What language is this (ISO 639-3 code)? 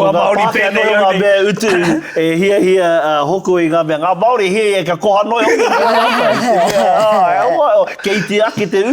mri